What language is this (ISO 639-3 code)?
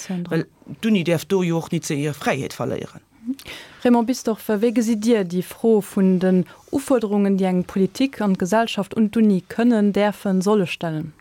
ltz